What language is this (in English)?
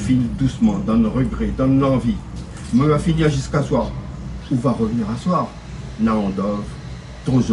Réunion Creole French